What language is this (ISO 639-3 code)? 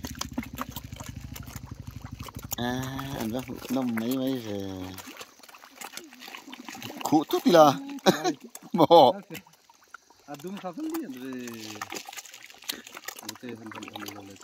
lus